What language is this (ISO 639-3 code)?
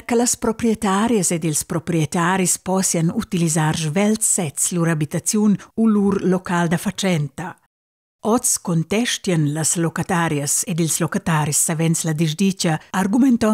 roh